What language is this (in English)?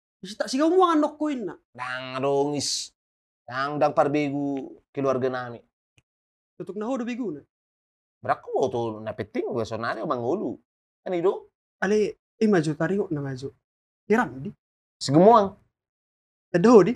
Batak Toba